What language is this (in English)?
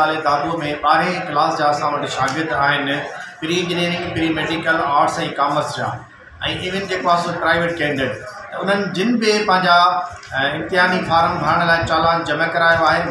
Sindhi